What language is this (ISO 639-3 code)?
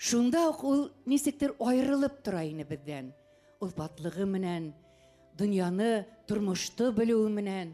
bak